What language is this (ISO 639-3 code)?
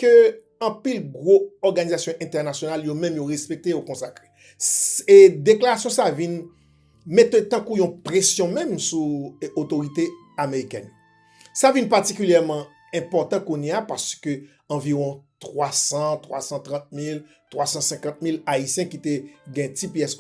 hat